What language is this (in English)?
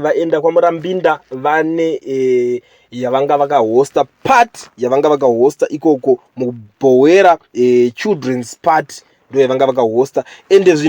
Shona